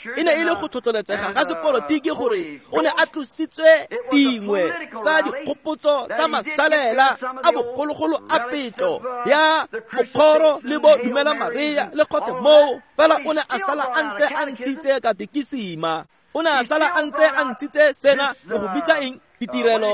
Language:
Tswana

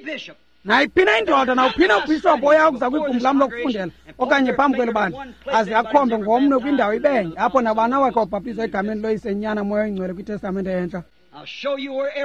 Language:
Xhosa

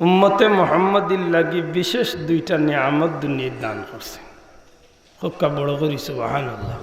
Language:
Sylheti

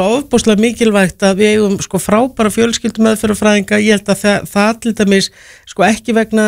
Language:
Icelandic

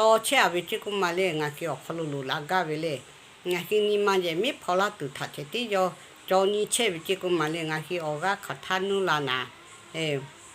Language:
Lahu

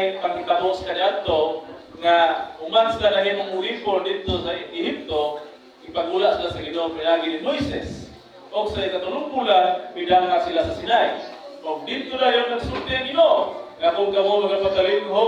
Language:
Cebuano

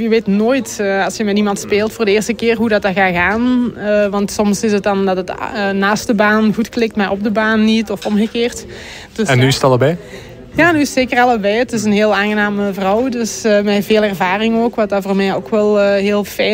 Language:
Dutch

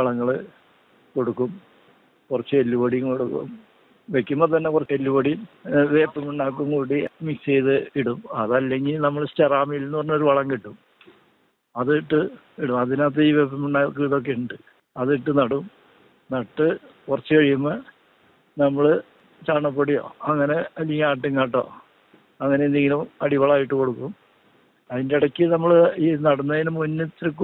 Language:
Malayalam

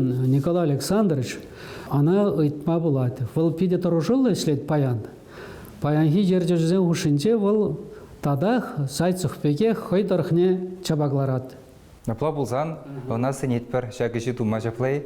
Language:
Chuvash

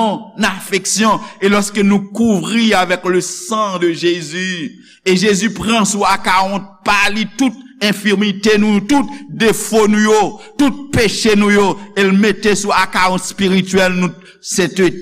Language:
Haitian Creole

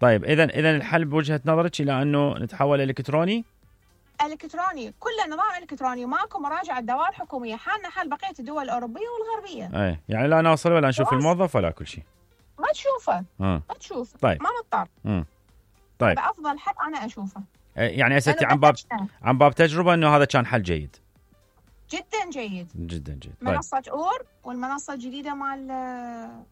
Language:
Mesopotamian Arabic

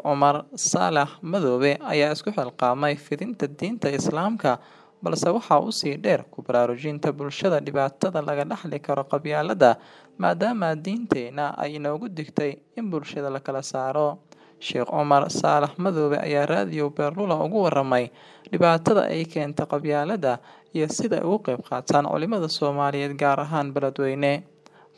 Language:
Somali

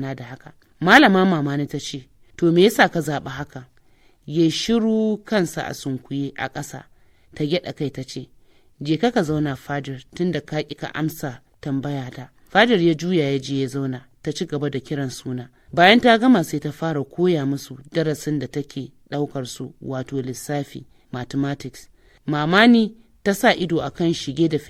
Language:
Hausa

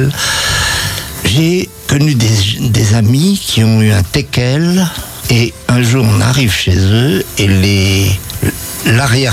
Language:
French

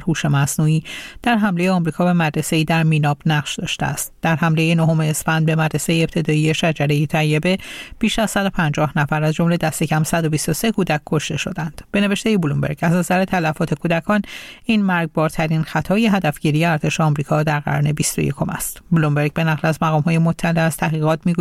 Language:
Persian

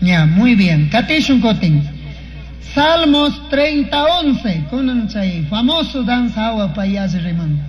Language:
Chimborazo Highland Quichua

